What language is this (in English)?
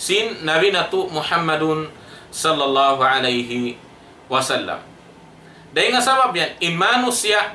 Tausug